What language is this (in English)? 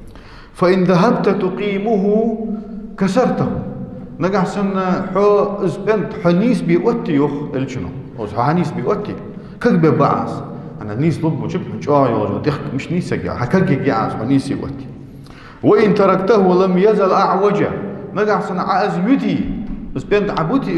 Ingush